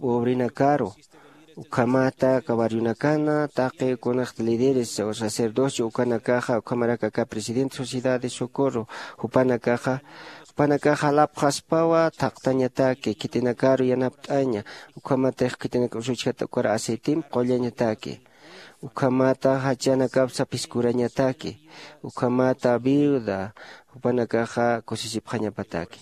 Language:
Aymara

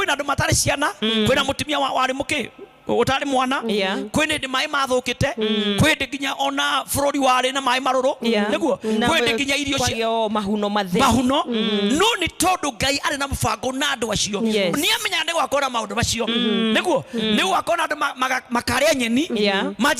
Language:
Kikuyu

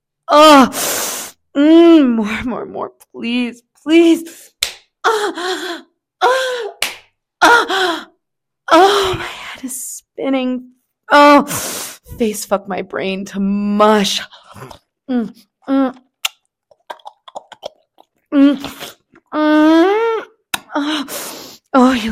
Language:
English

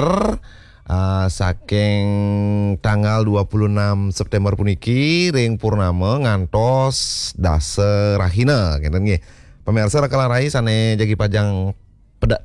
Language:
Balinese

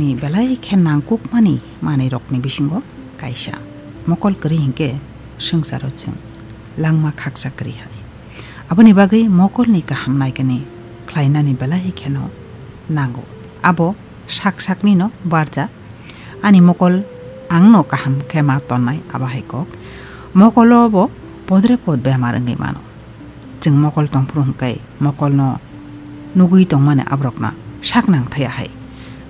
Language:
Kok Borok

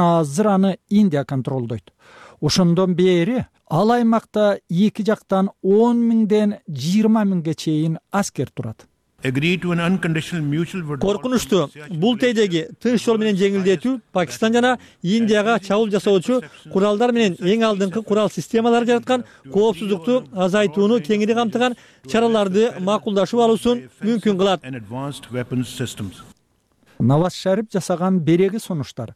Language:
Kyrgyz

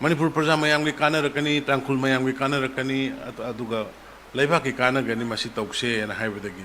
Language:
Manipuri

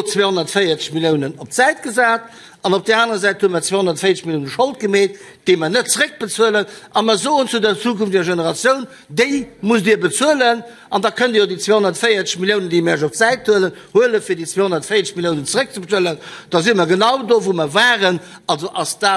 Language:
Luxembourgish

